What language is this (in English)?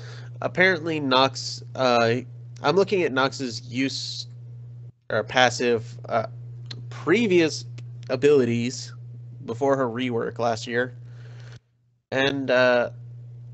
English